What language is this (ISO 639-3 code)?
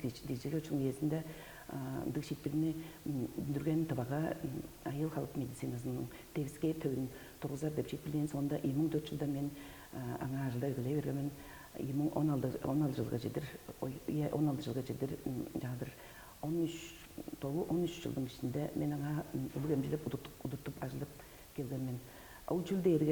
tyv